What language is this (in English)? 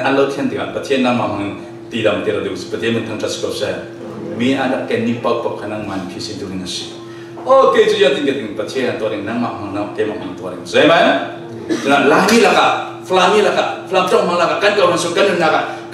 Falam Chin